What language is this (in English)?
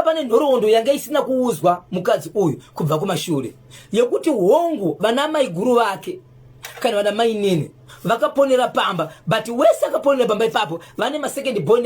Shona